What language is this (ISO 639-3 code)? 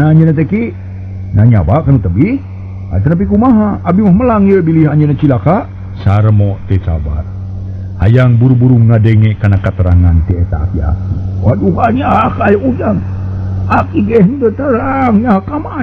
sun